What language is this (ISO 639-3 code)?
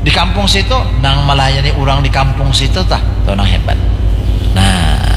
bjn